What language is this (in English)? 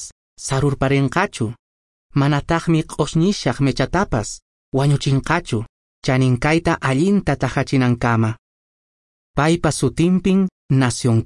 Quechua